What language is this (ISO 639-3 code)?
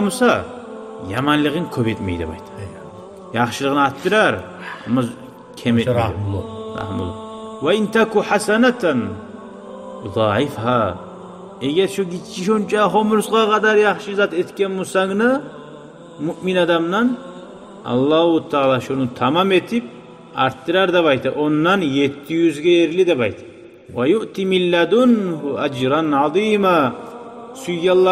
kum